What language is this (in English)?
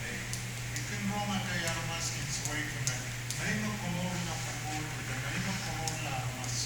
Pohnpeian